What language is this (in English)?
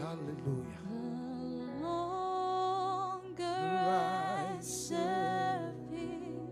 Fijian